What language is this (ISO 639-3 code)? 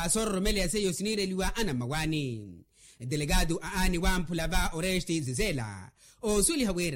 vmw